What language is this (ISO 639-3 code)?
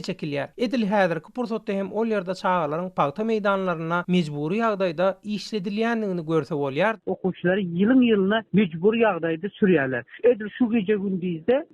tuk